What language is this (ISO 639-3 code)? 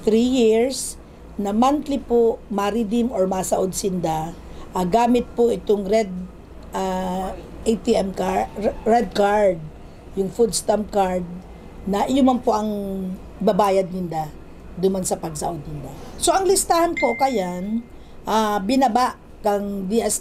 bik